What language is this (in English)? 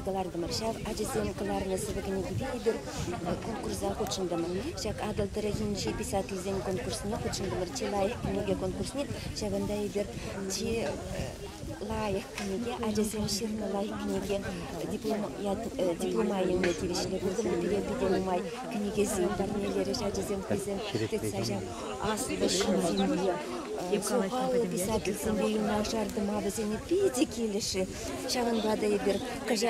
Chuvash